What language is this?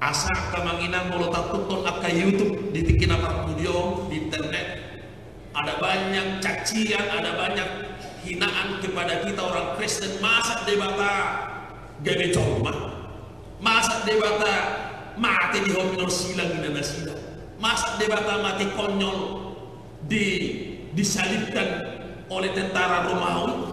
Batak Toba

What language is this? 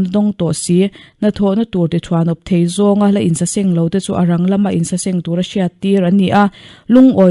Mizo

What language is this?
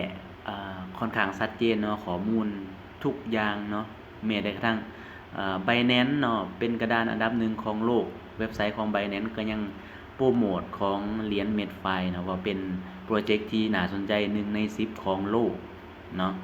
Lao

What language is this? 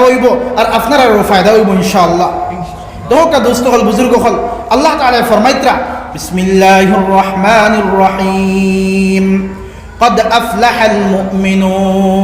Sylheti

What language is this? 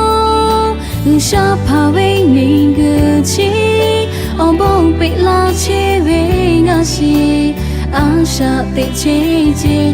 Lahu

